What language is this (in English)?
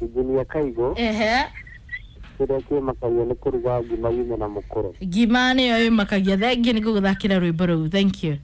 Kikuyu